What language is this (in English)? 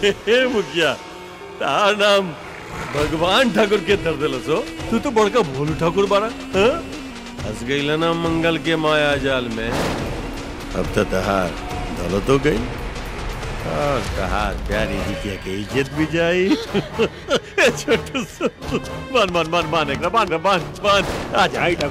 Bhojpuri